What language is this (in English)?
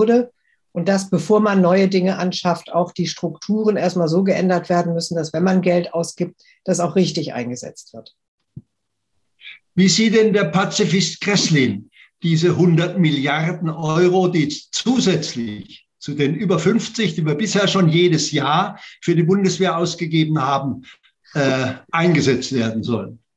German